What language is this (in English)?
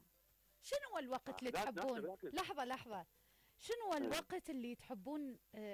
Mesopotamian Arabic